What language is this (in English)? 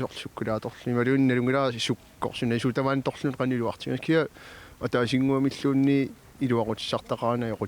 Kalaallisut